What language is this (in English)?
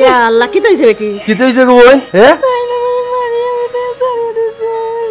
Sylheti